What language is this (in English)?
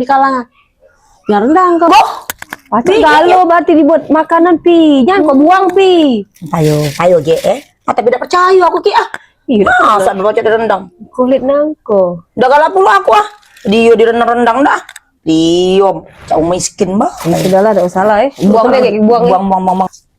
Musi